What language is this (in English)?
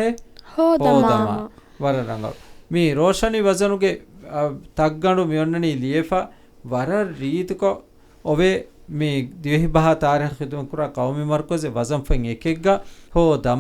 Divehi